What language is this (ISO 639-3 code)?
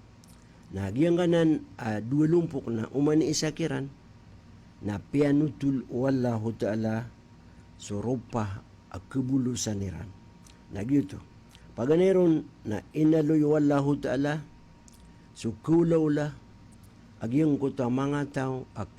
mrw